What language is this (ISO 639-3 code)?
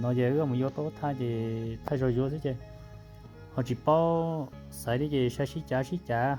hmn